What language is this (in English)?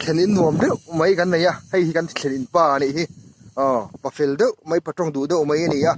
Mizo